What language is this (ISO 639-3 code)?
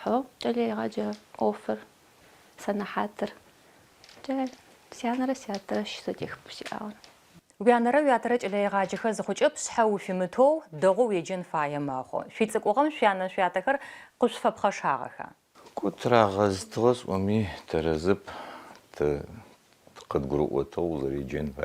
ady